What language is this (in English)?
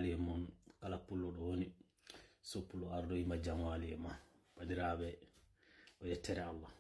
Fula